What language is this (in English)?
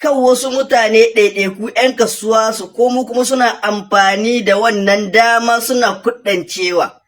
Hausa